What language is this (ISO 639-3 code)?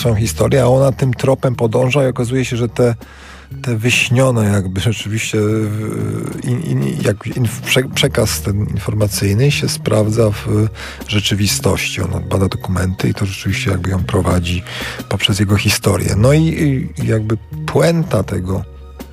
pol